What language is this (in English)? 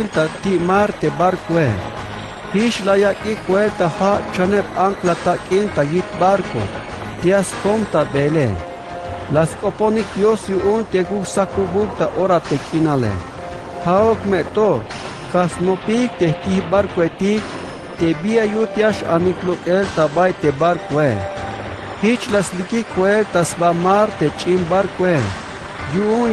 Tzeltal